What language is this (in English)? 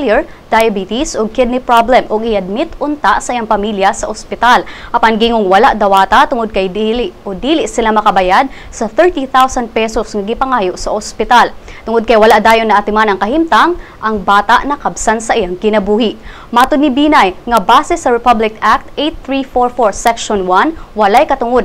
Cebuano